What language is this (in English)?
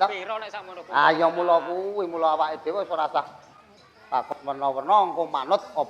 Javanese